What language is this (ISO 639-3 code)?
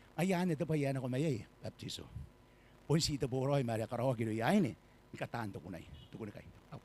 gil